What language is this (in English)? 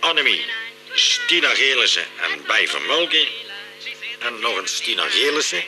Limburgish